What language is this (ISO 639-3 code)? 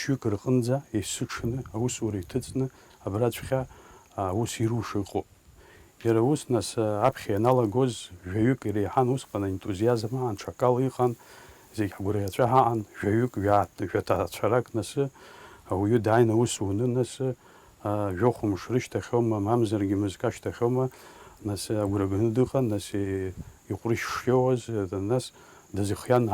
abk